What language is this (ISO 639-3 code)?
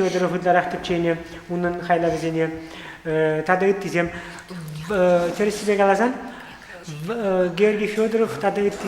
chv